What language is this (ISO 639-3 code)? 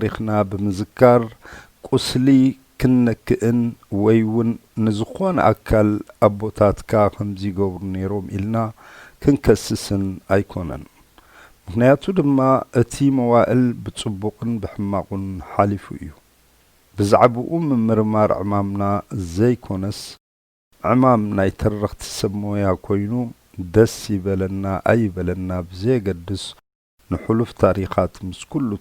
tir